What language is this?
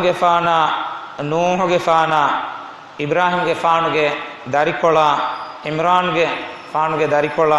Divehi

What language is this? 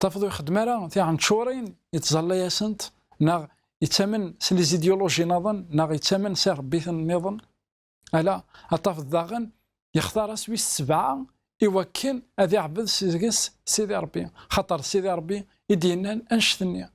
Kabyle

